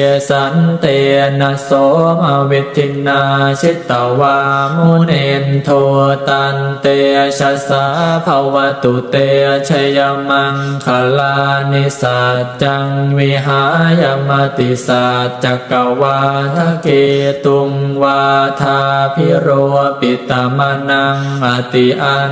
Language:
Pali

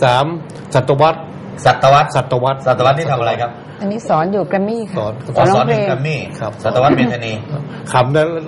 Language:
Thai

